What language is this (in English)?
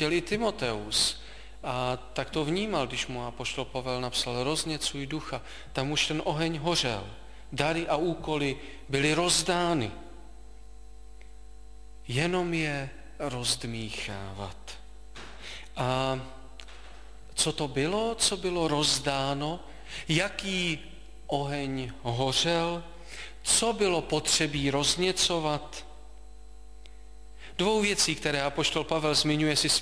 Czech